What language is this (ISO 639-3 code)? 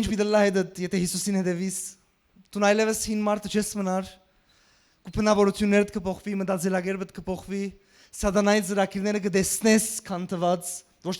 hyw